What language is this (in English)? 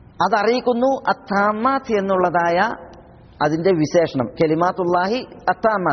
Malayalam